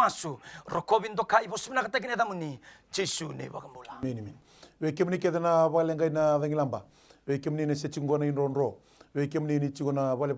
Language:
Fijian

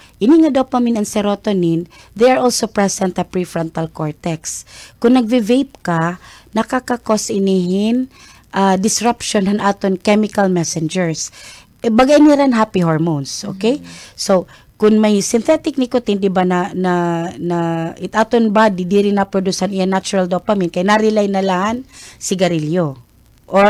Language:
Waray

